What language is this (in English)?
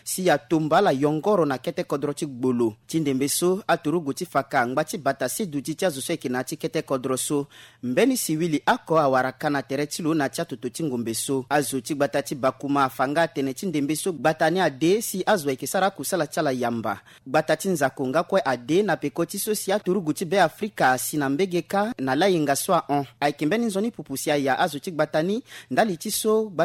Sango